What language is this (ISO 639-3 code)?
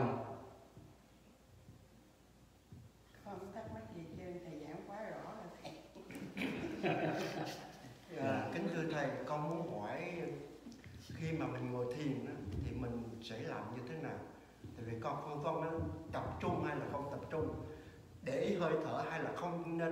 vie